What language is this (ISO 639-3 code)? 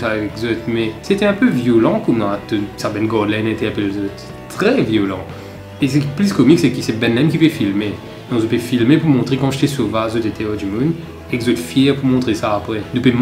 mfe